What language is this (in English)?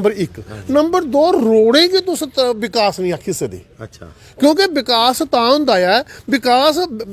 Dogri